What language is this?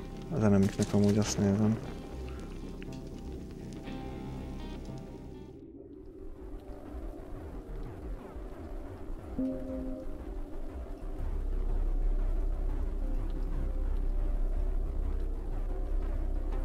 Hungarian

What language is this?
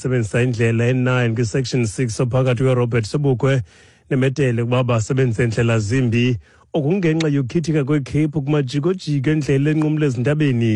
Xhosa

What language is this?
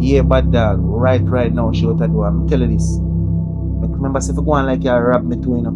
Jamaican Creole English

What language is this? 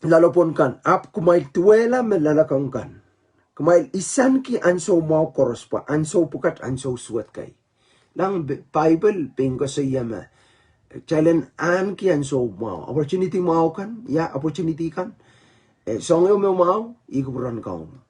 Pohnpeian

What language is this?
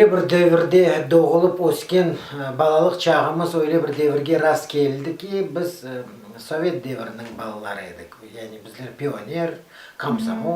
Crimean Tatar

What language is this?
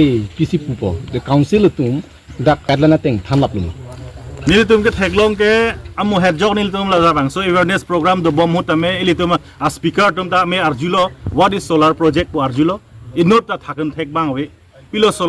Karbi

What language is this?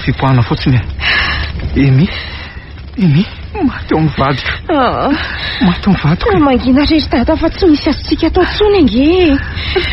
Malagasy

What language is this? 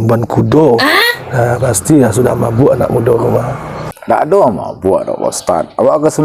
Minangkabau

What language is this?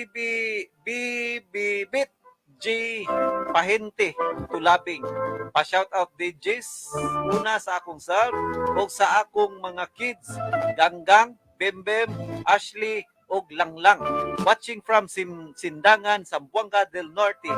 Cebuano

